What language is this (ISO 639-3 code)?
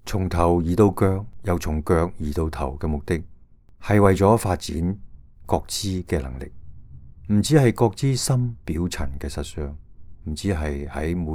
yue